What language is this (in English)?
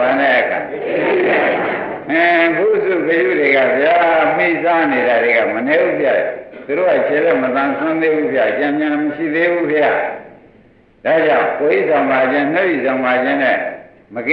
Burmese